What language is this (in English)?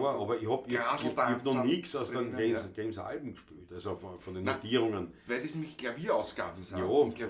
Bavarian